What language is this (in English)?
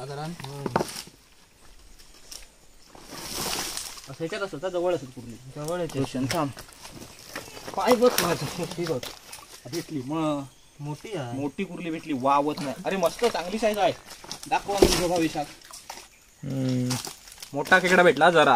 Marathi